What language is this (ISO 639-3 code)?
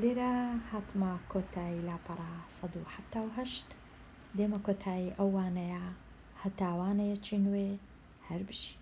ckb